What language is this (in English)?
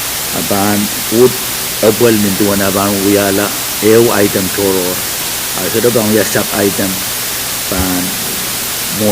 Pohnpeian